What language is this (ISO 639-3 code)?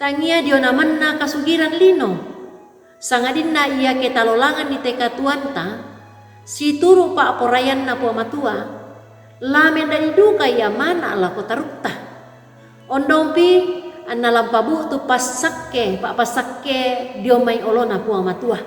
sda